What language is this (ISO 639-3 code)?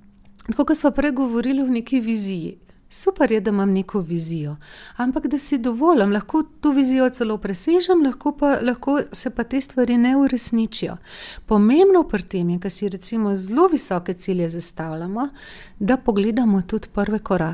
slv